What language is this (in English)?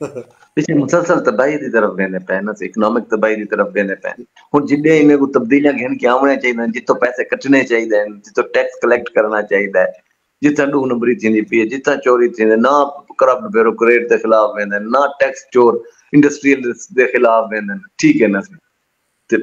Saraiki